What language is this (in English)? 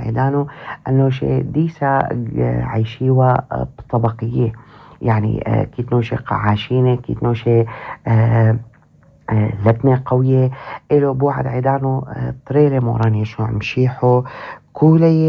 North Levantine Arabic